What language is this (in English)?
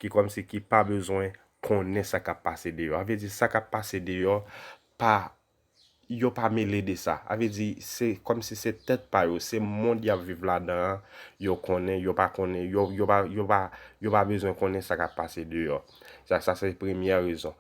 Haitian Creole